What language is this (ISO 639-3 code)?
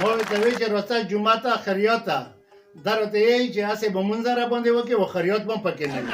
pus